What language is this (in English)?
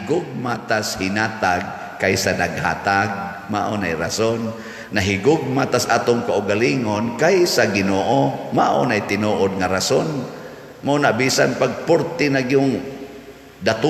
Cebuano